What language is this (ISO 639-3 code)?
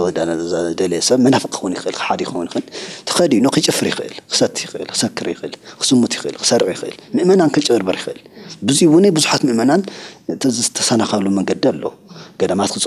tir